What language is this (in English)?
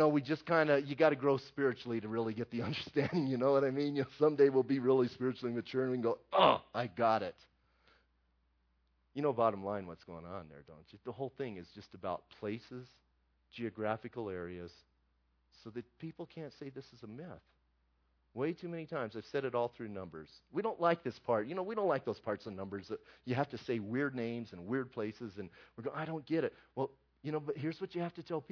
English